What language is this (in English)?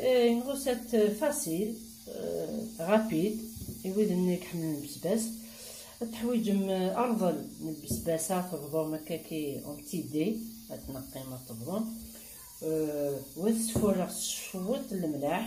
Kabyle